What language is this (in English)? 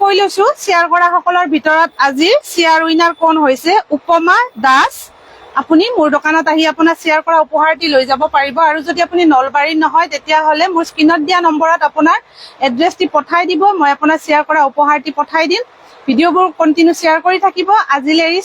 Assamese